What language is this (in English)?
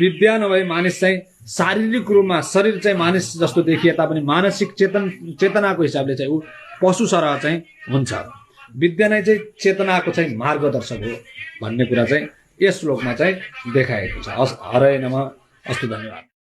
Nepali